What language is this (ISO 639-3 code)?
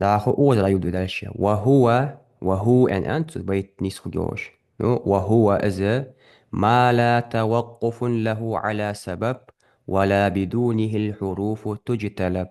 inh